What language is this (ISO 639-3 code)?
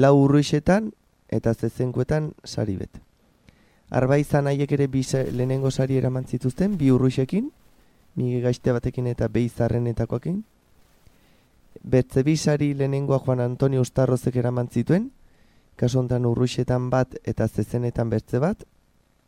eus